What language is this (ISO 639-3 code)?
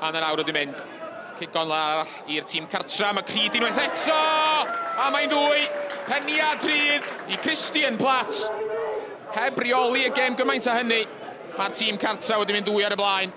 cym